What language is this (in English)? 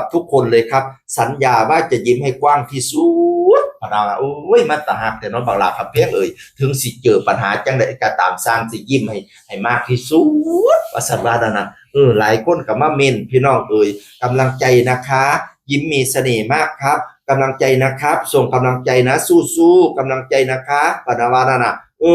Northeastern Thai